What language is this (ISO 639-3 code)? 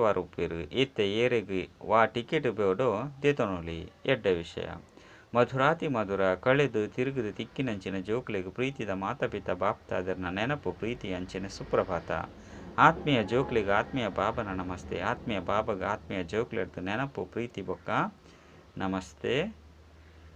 tcy